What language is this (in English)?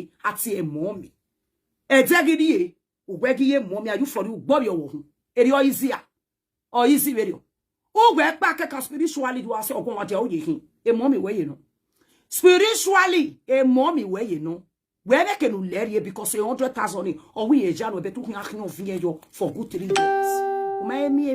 Nigerian Pidgin